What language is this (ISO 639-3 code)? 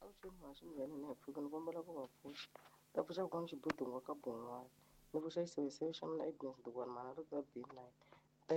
tso